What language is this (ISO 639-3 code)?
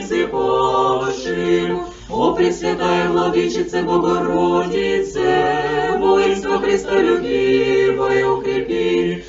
bel